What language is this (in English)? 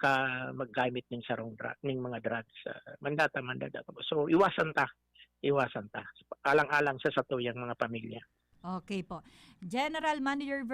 Bikol